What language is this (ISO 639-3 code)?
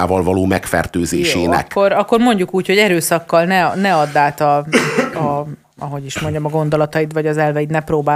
hun